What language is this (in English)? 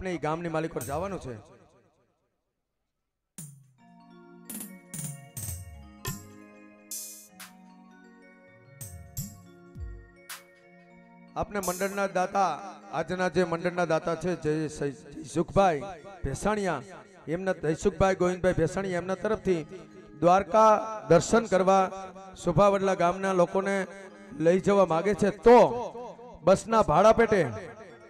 Gujarati